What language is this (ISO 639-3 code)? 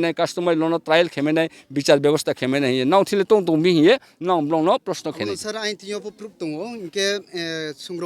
ria